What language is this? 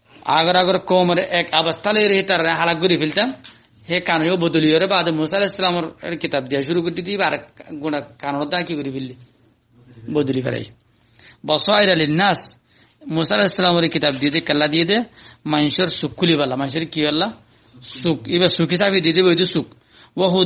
Rohingya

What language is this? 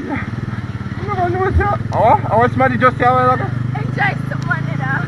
Jamaican Creole English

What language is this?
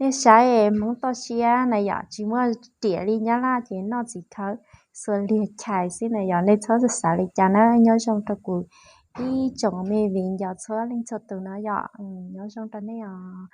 Hmong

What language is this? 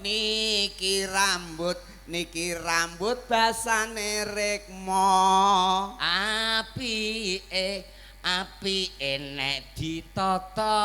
Javanese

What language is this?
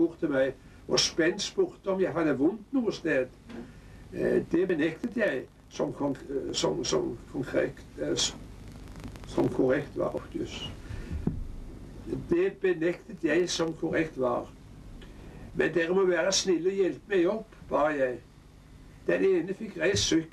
Norwegian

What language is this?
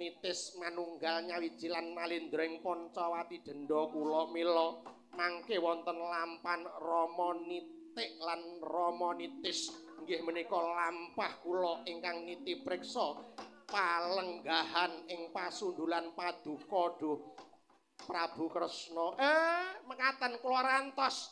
Javanese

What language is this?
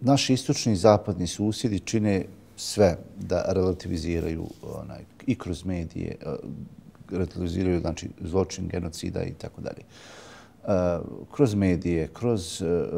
Bosnian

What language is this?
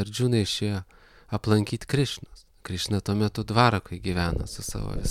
Lithuanian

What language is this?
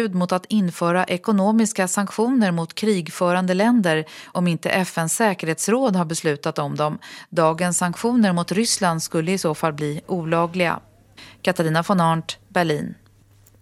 Swedish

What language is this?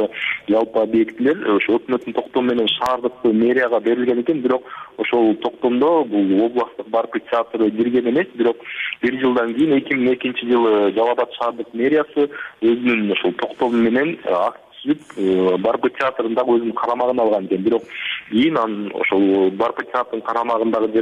Kyrgyz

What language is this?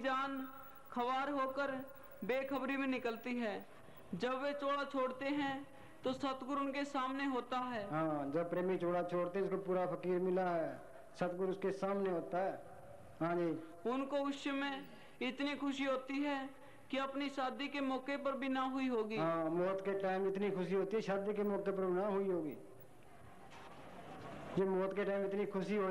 Hindi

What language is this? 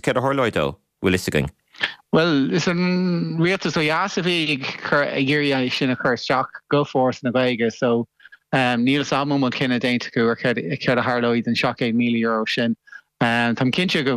Irish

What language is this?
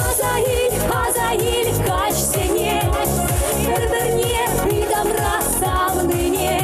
Chuvash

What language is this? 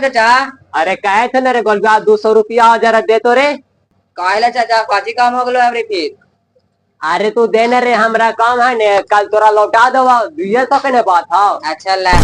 Magahi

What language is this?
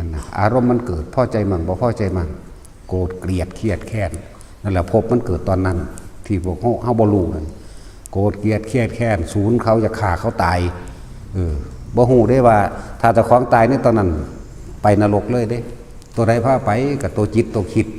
Northeastern Thai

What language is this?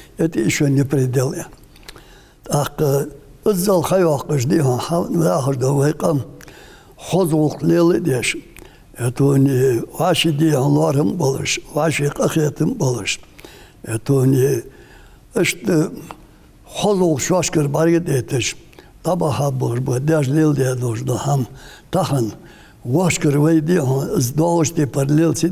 Ingush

